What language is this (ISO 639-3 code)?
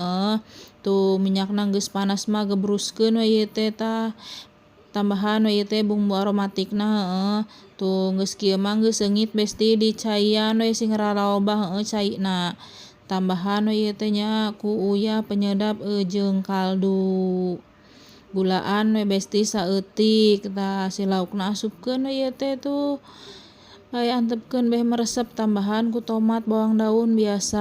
sun